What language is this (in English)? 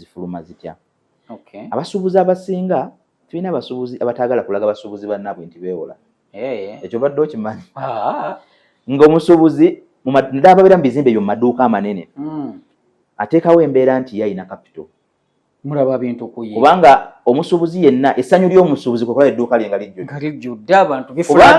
Ganda